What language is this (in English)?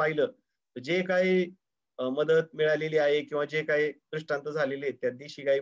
Marathi